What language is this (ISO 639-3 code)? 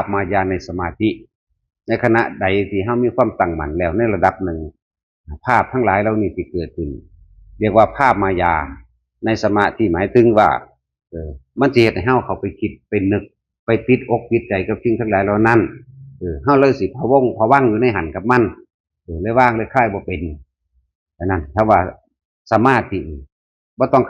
tts